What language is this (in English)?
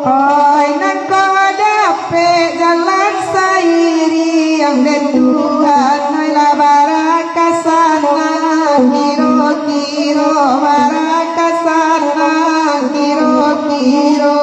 Minangkabau